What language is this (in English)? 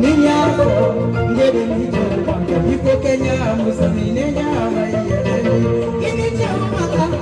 Bambara